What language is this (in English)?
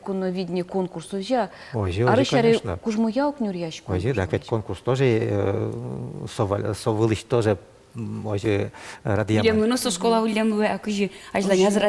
Udmurt